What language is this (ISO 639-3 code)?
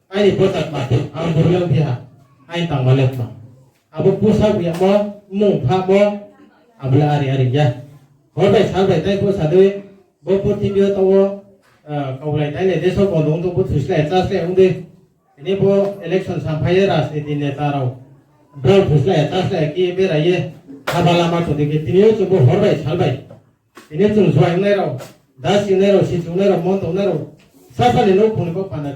ria